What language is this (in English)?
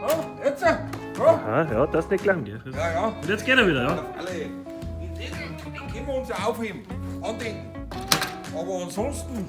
Bavarian